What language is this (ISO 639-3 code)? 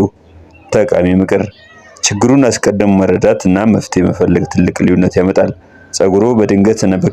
amh